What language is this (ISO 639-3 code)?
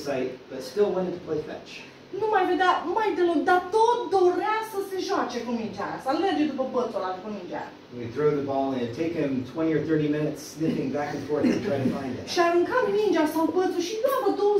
ron